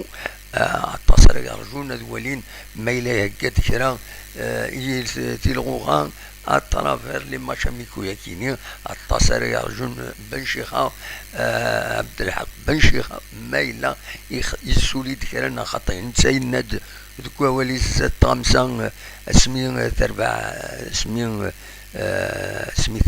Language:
Kabyle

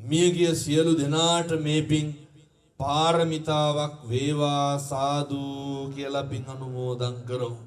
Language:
Sinhala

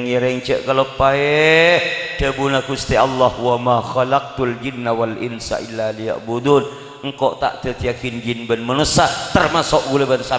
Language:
Madurese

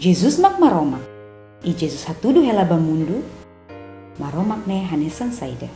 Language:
Tetum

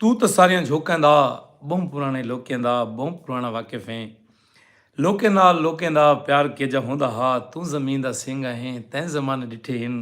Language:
Saraiki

